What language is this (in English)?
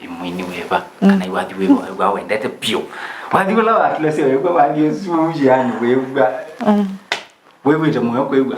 Kamba